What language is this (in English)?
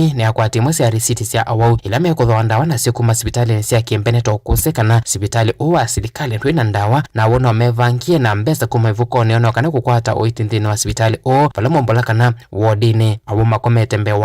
Kamba